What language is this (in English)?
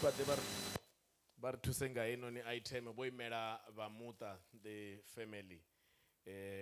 Venda